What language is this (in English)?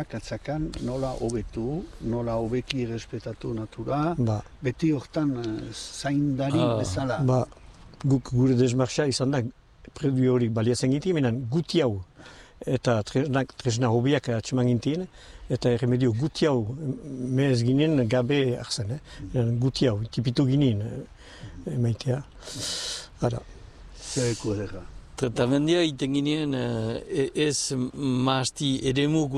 Basque